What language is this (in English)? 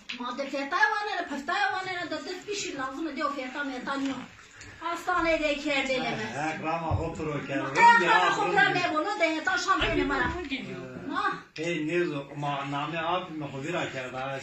Zaza